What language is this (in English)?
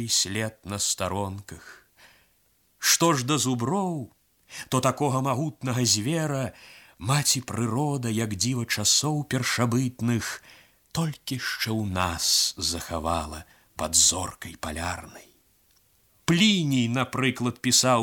Belarusian